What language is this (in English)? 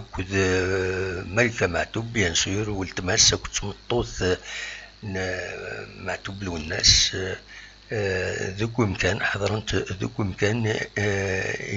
Kabyle